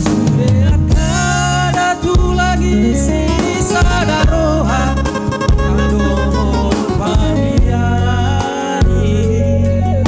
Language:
Batak Toba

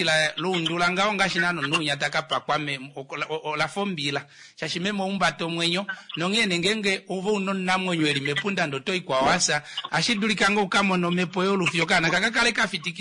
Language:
Kuanyama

